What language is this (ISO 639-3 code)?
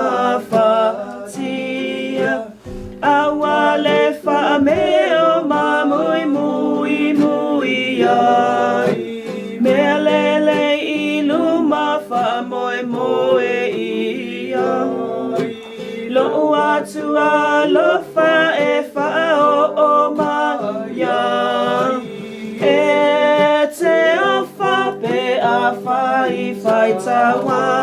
smo